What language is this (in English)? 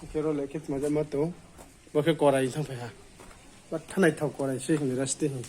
Riang (India)